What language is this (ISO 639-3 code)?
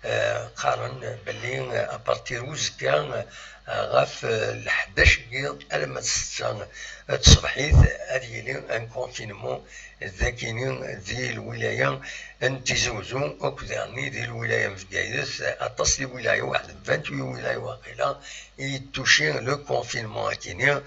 kab